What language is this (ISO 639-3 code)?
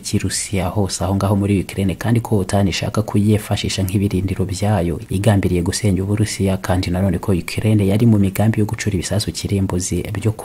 kin